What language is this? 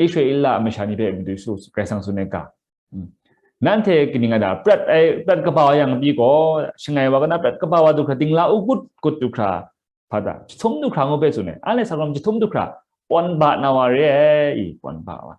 Kachin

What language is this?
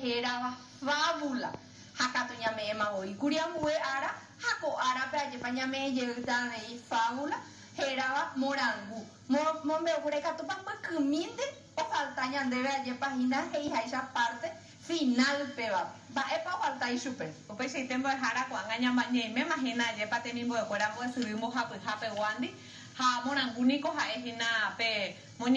Guarani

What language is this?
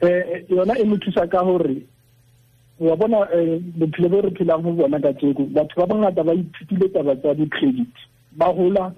Tswana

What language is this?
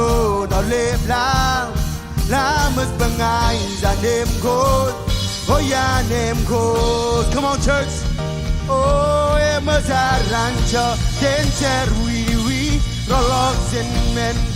Marshallese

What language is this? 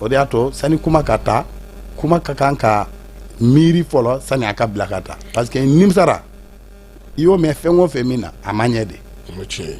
Bambara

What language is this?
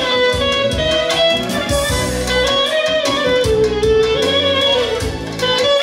Bulgarian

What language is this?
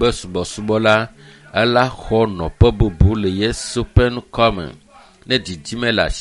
Ewe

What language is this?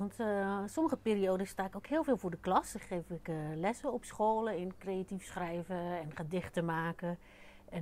Dutch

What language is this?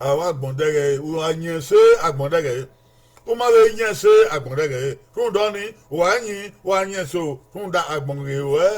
Bini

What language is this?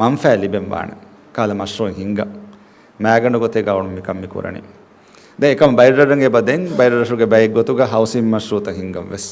Divehi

